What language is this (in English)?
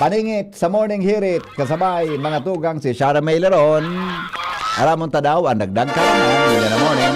Bikol